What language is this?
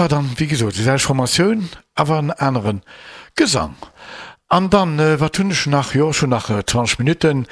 Luxembourgish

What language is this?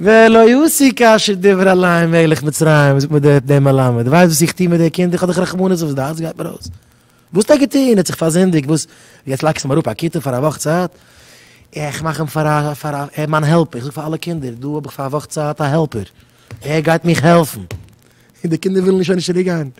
Yiddish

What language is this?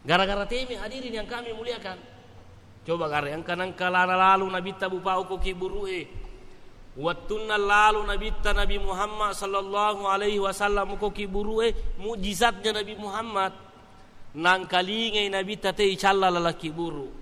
Buginese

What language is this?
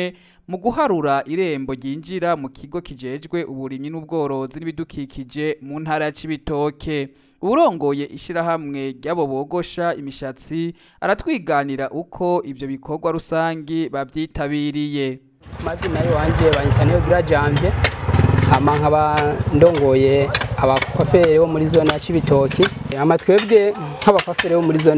Rundi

